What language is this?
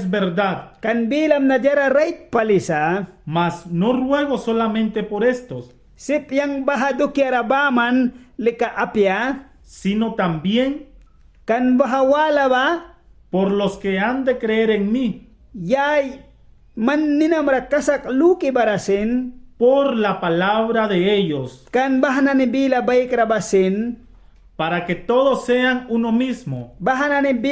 Mískito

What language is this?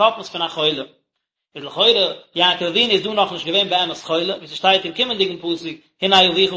Yiddish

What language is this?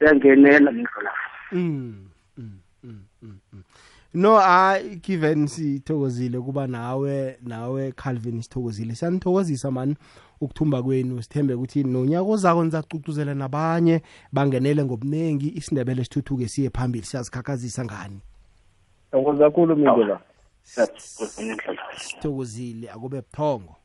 South Ndebele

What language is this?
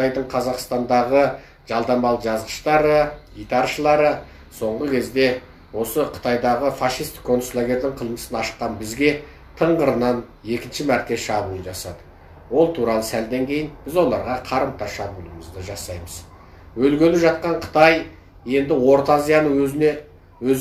Kazakh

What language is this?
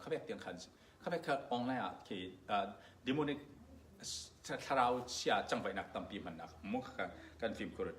Falam Chin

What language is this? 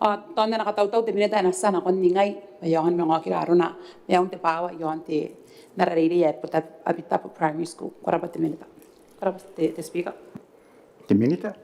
Gilbertese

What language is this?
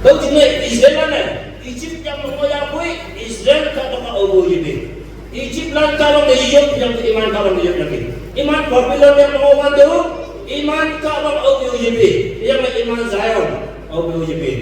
Naga Pidgin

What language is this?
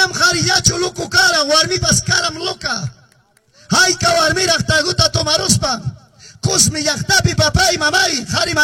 Quechua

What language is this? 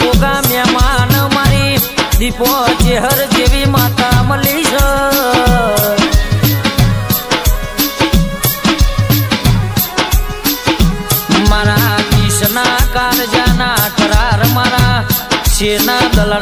Gujarati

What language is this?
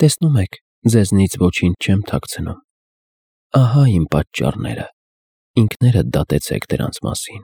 Armenian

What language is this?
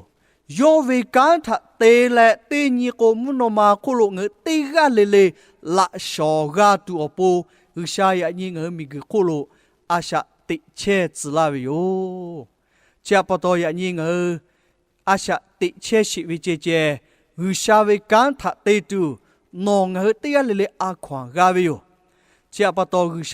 Lahu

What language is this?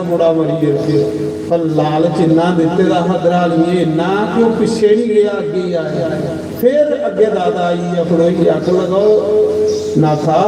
Dogri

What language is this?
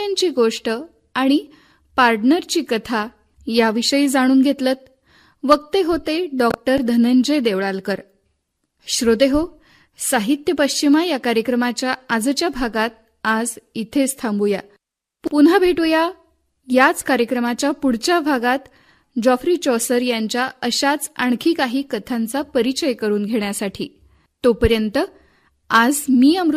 Marathi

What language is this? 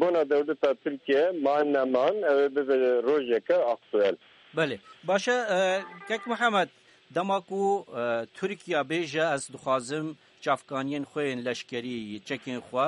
Kurdish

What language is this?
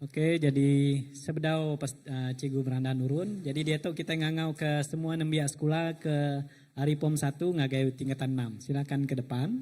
Iban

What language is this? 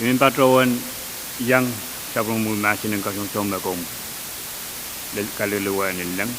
Pohnpeian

